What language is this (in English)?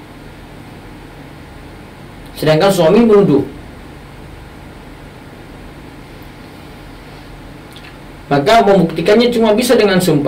Indonesian